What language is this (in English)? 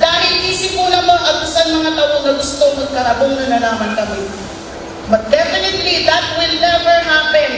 Bikol